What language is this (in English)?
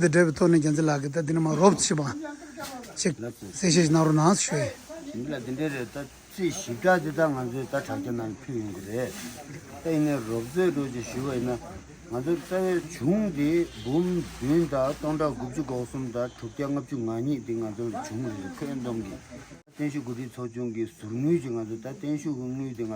Tibetan